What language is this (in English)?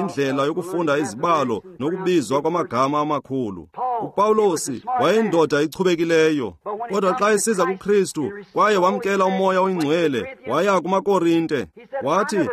Xhosa